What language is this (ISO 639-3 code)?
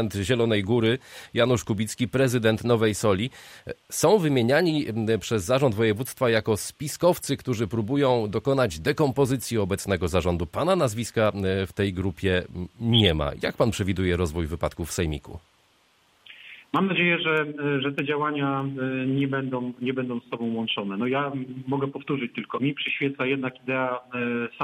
pol